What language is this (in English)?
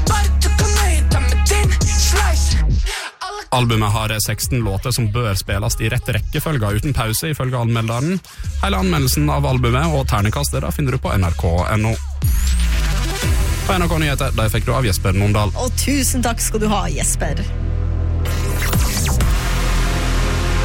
Norwegian